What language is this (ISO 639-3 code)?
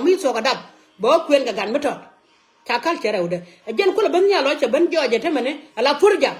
nus